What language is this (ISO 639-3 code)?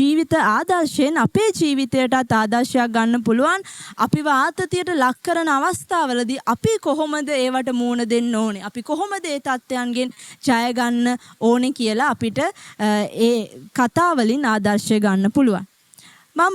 sin